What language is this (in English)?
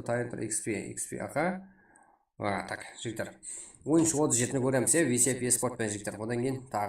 Kara-Kalpak